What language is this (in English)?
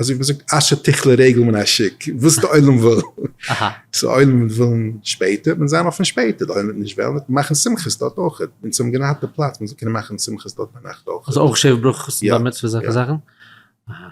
Yiddish